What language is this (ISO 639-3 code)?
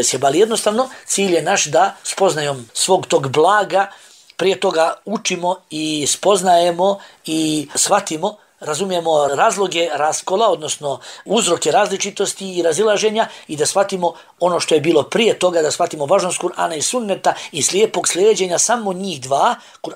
bos